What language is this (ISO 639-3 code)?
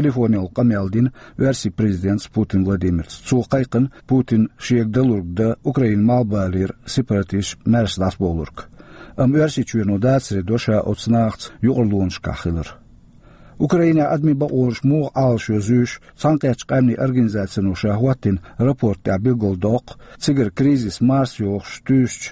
che